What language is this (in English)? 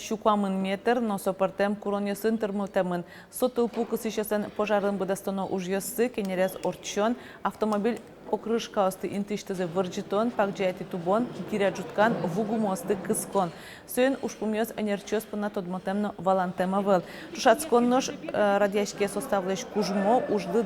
Udmurt